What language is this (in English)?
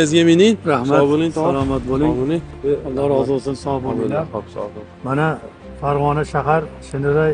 Uzbek